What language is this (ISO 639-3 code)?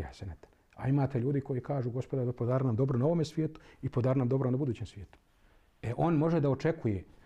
bos